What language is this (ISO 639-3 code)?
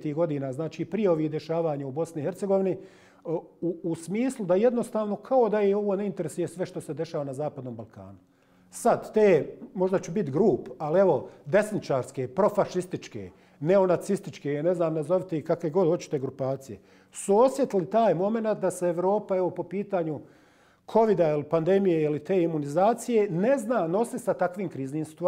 bos